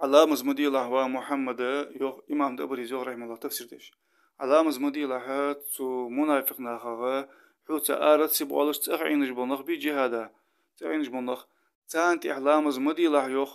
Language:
Ingush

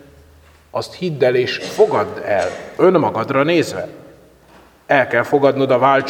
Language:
Hungarian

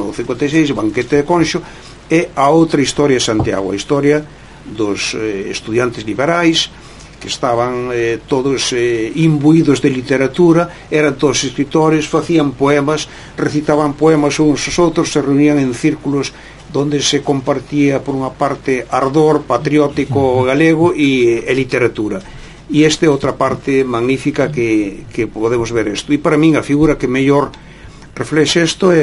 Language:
Galician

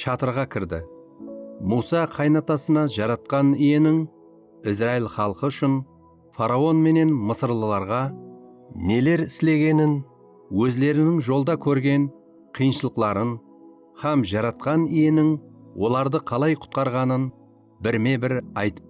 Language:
Kara-Kalpak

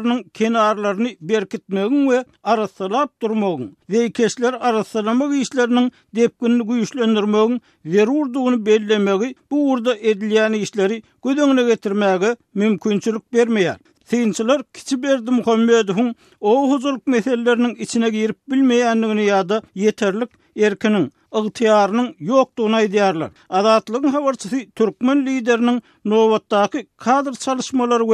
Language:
Turkmen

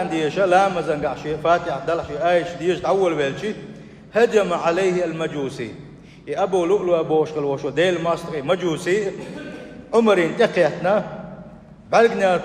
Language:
Chechen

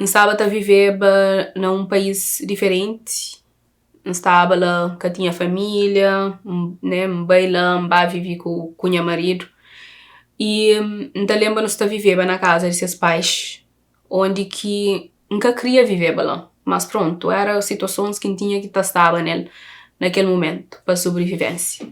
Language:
Kabuverdianu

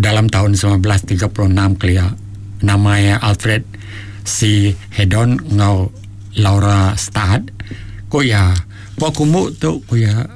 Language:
Iban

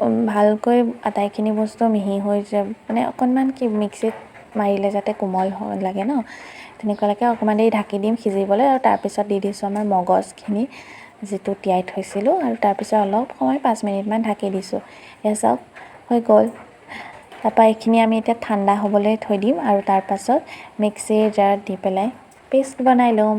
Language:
Assamese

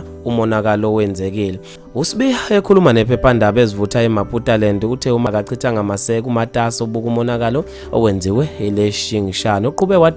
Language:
Zulu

